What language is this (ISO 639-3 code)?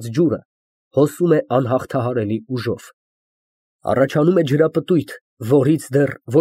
hye